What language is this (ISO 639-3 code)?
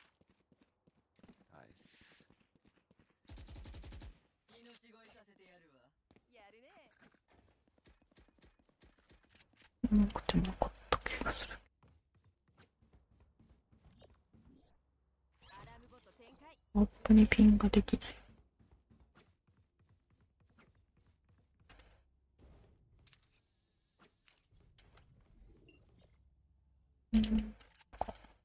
jpn